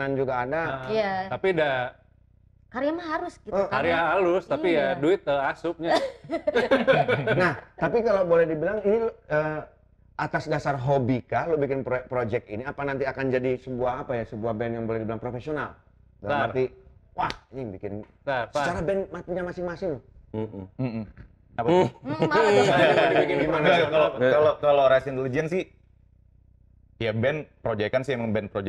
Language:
Indonesian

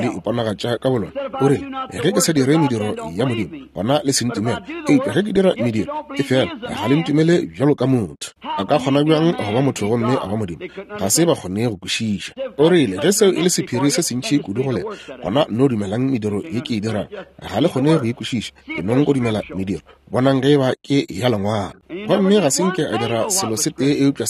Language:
Northern Sotho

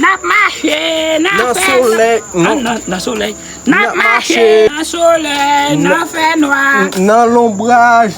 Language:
Haitian Creole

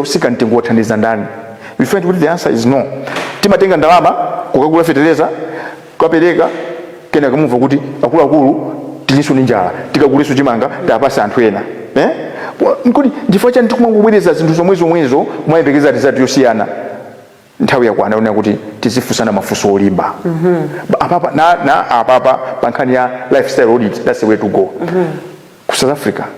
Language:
Nyanja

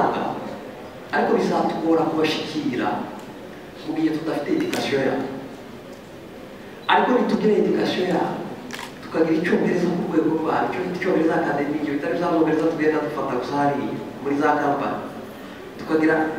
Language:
Kinyarwanda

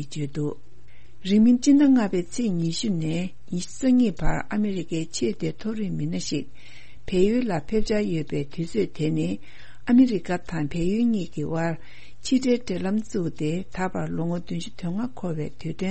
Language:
Tibetan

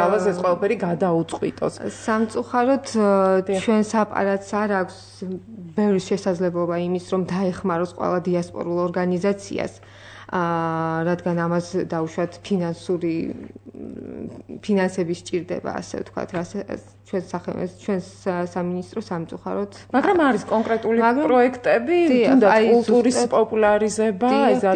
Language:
Georgian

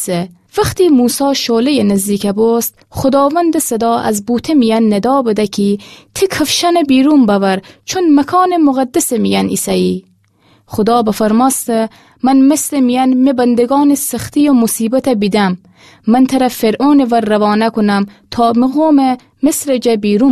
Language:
Gilaki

